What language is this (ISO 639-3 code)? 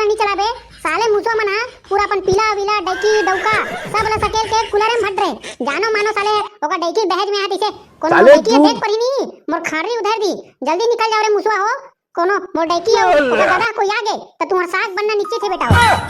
hne